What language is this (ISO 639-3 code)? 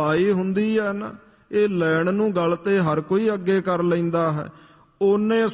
pan